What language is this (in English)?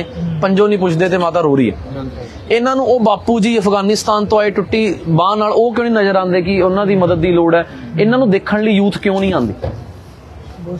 Punjabi